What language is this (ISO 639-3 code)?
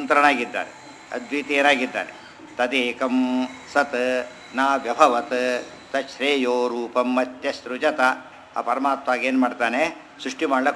kan